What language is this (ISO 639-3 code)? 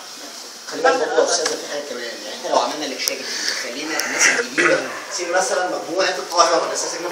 arz